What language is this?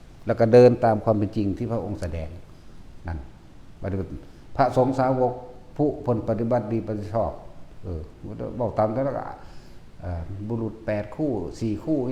Lao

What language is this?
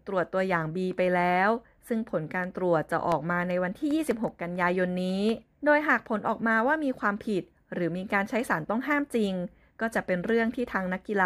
Thai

